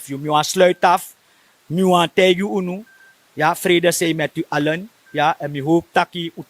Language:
Sranan Tongo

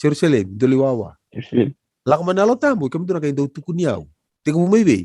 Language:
Fijian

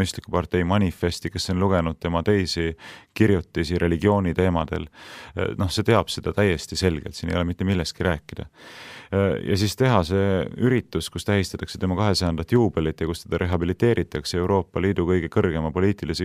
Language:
Estonian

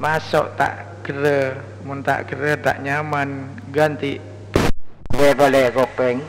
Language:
Madurese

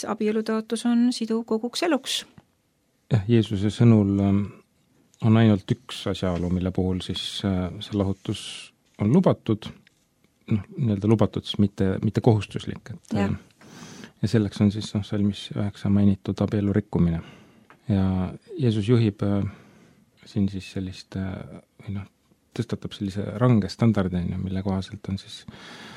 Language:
Estonian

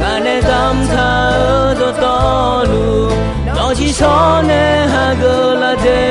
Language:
Akha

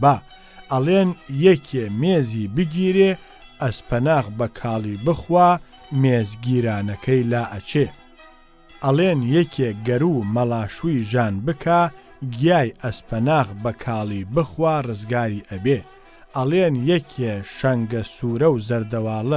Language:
Central Kurdish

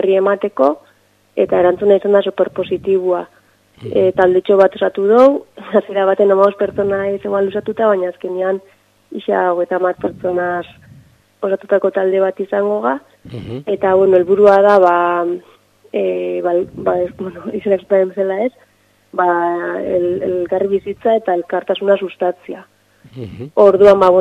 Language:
Basque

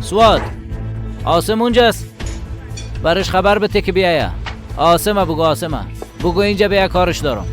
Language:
Persian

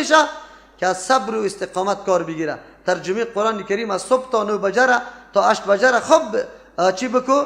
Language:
Persian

